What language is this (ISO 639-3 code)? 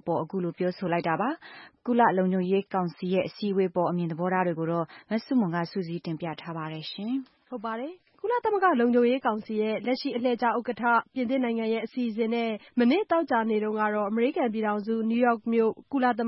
mya